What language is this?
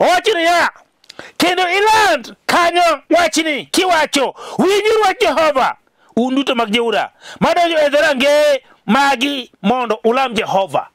Luo (Kenya and Tanzania)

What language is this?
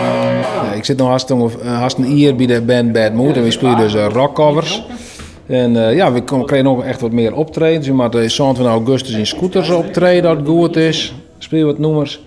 Western Frisian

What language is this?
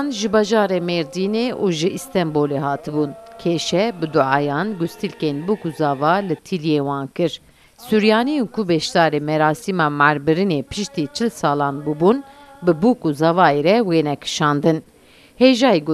Kurdish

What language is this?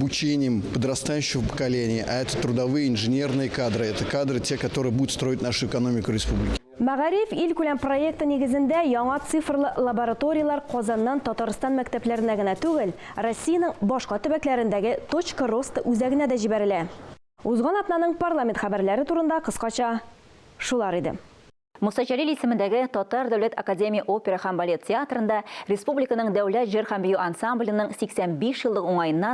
Tatar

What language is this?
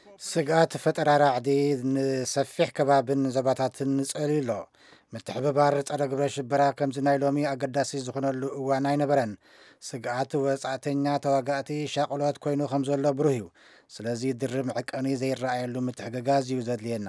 Tigrinya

